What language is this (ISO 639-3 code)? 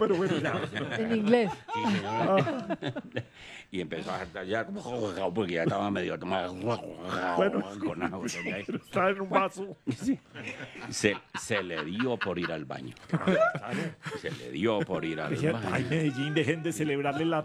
spa